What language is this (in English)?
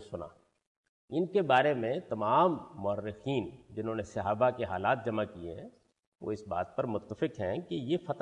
Urdu